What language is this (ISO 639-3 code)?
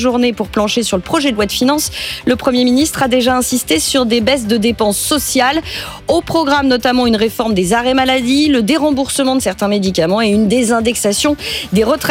fra